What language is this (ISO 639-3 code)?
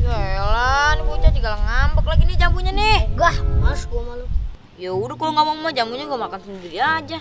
bew